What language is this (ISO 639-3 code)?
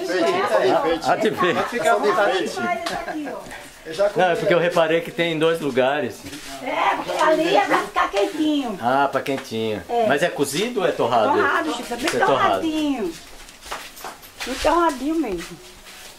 por